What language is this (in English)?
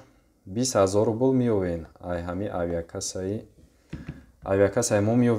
Tajik